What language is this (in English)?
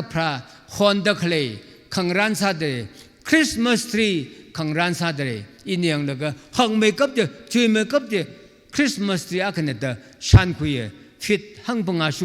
Tangkhul Naga (India)